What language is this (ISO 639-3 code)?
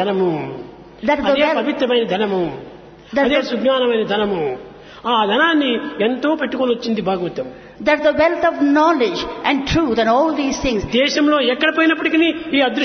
tel